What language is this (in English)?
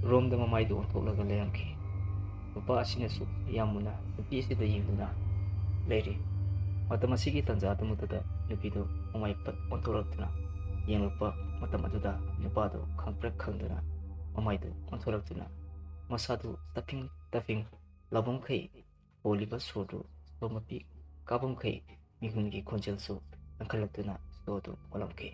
Manipuri